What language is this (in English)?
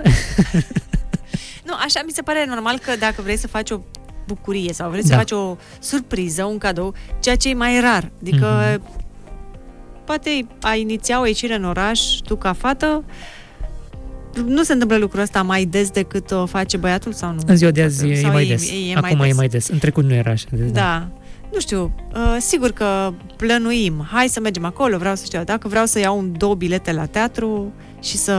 Romanian